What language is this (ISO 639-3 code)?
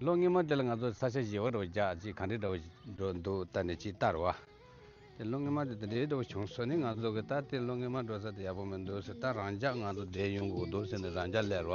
bod